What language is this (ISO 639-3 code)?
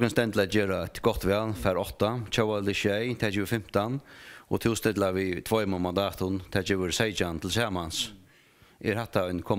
fao